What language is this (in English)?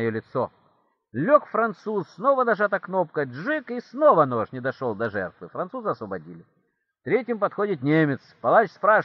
Russian